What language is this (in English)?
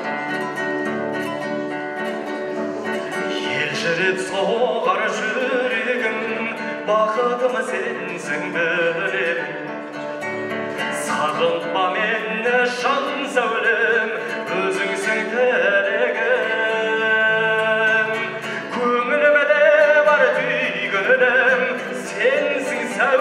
Kazakh